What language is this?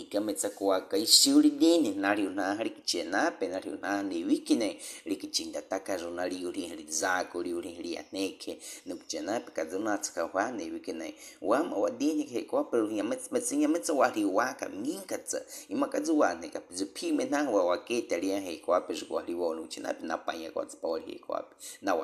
Baniwa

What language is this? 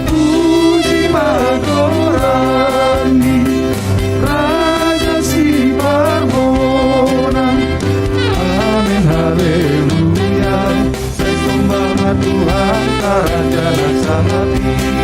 Batak Simalungun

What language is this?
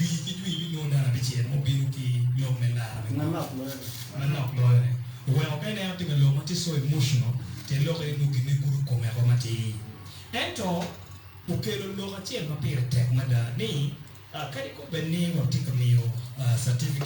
Acoli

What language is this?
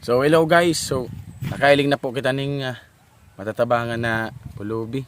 Bikol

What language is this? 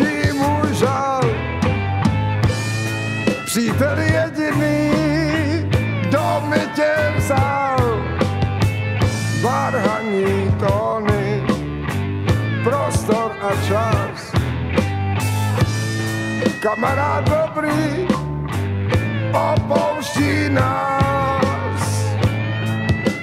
Czech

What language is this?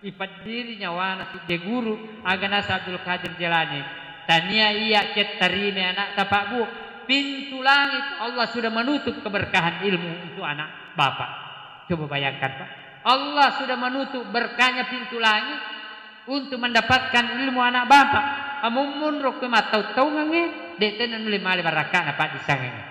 Buginese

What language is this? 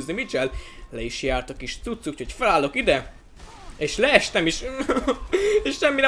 Hungarian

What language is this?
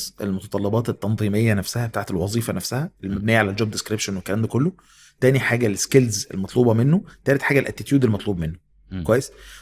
Egyptian Arabic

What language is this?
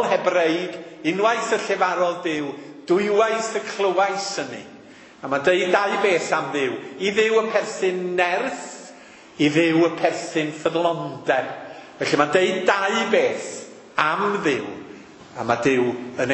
Welsh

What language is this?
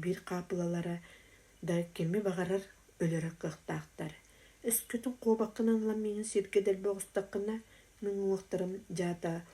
Yakut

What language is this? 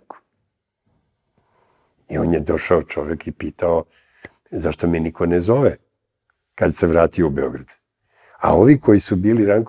Serbian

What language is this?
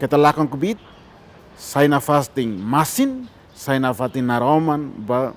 Tetum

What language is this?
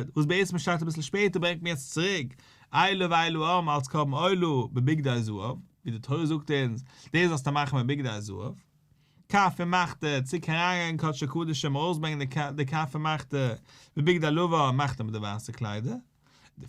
Yiddish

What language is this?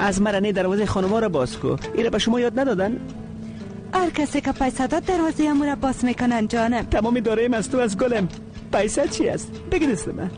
Persian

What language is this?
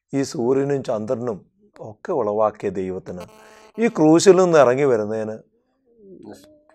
Malayalam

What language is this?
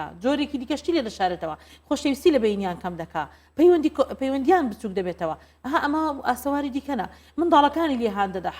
Central Kurdish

